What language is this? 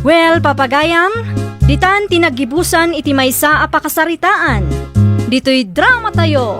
Iloko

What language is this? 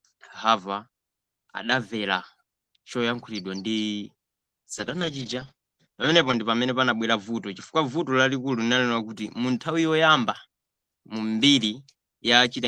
Nyanja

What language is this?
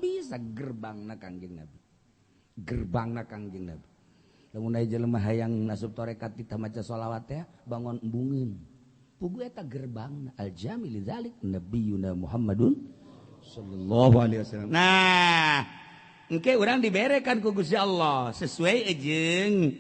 Sundanese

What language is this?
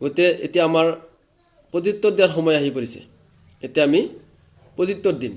Assamese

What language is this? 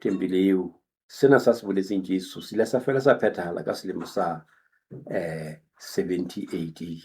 Southern Sotho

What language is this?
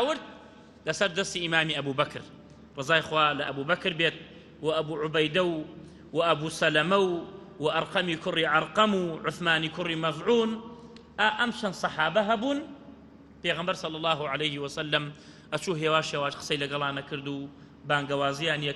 Central Kurdish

